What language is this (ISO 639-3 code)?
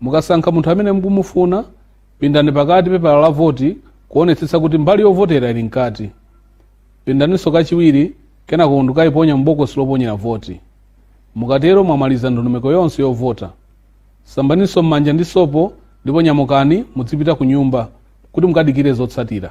nya